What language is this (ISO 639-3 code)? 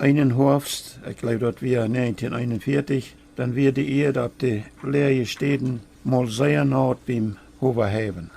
pdt